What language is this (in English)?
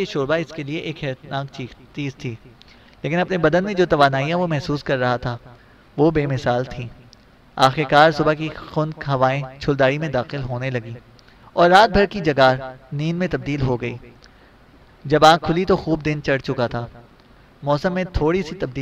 Urdu